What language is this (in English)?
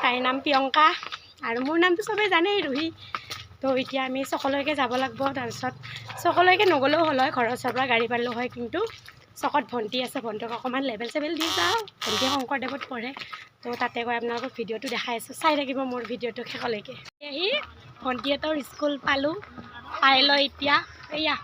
Assamese